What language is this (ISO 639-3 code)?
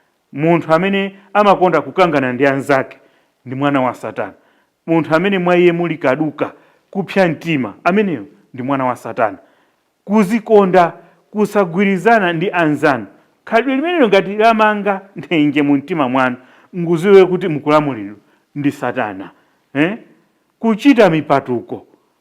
nya